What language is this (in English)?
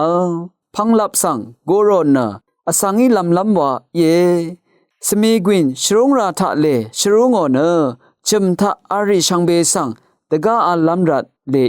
Rawang